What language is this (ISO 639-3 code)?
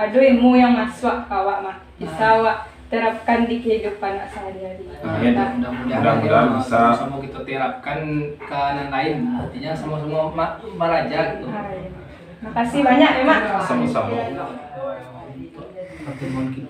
min